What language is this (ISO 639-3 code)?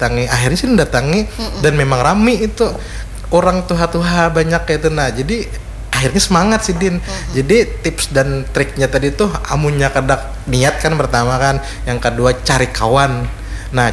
bjn